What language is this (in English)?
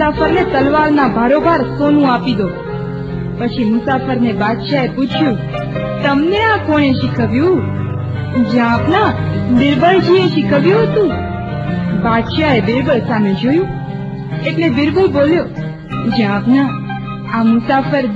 Gujarati